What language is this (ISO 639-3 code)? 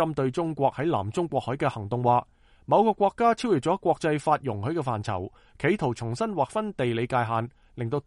yue